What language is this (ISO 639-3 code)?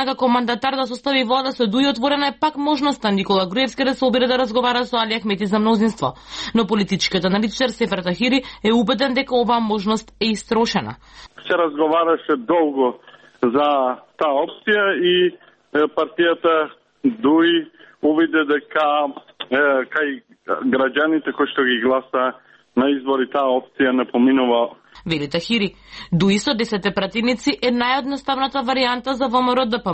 mkd